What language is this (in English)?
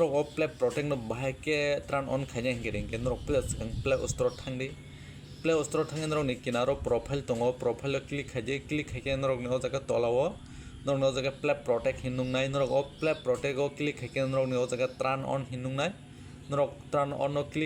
Kok Borok